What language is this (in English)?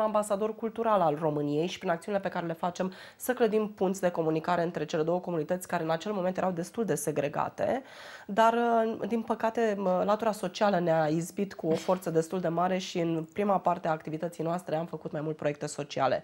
Romanian